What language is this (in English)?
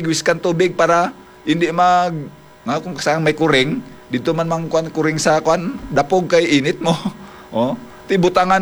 Hiligaynon